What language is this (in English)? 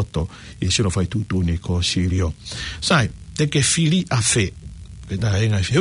Tongan